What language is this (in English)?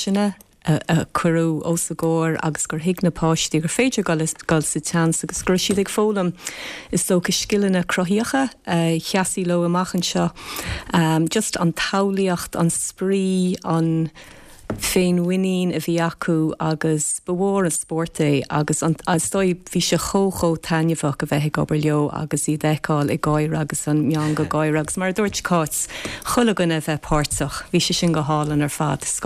Irish